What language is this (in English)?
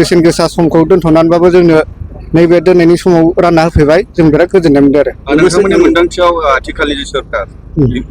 Bodo